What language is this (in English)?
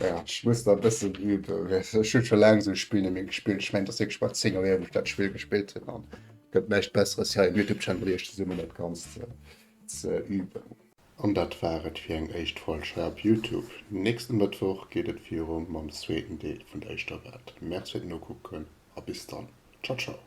Luxembourgish